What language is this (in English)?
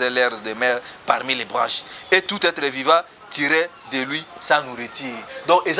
Lingala